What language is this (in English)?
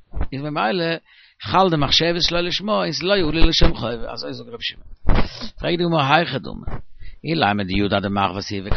Yiddish